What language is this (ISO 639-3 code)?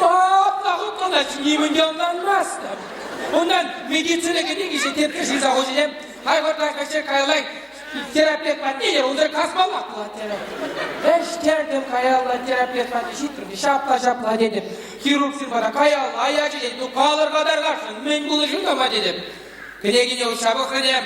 chv